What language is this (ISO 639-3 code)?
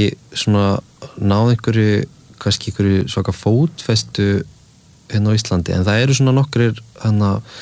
isl